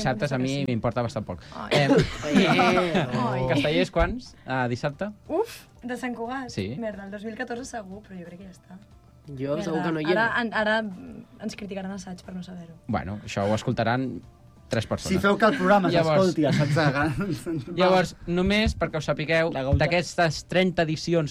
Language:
Catalan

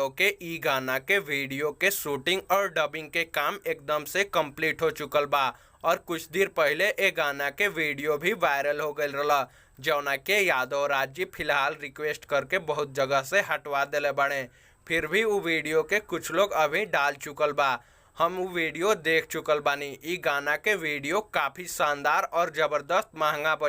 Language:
Bhojpuri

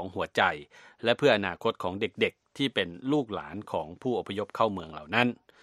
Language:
Thai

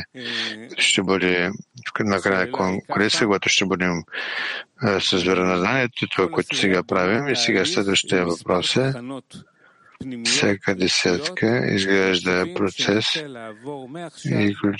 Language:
Bulgarian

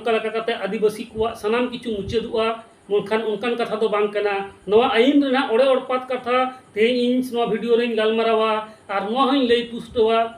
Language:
Santali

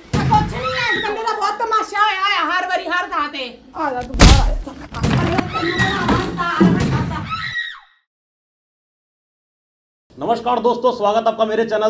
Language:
Punjabi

